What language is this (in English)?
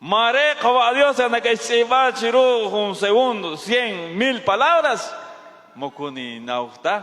Kekchí